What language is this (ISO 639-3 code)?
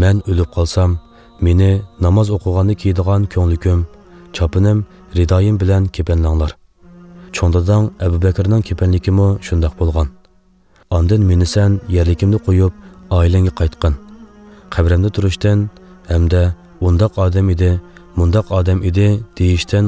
uig